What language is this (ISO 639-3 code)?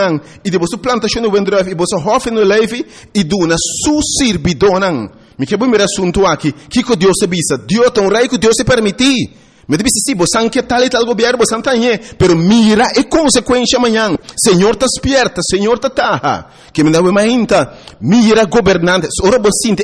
pap